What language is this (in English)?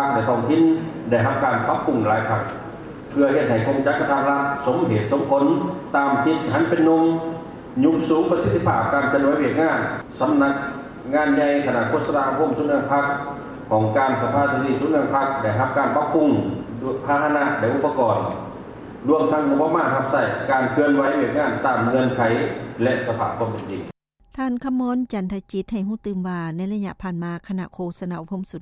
Lao